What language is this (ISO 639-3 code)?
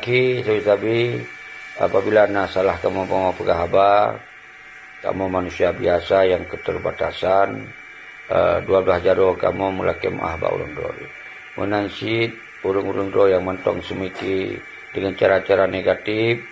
ace